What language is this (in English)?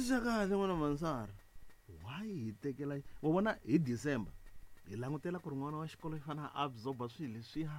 Tsonga